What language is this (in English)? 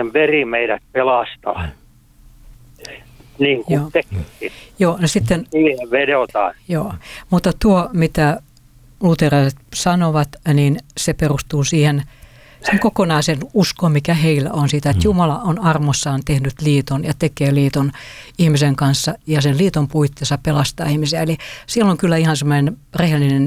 Finnish